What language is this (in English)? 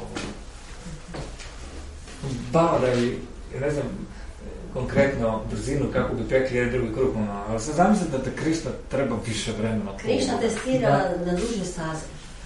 Croatian